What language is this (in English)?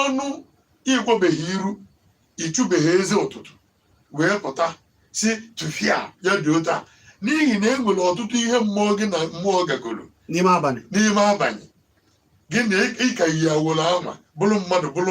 Igbo